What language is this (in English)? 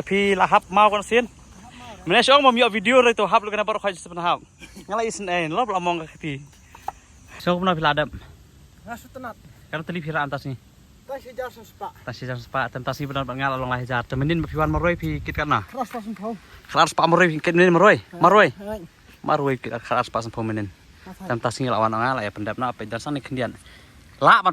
Khasi